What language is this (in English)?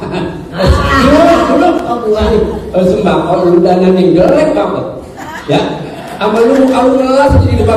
Betawi